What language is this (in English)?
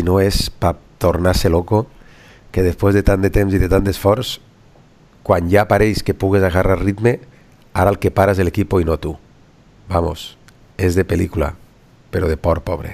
Catalan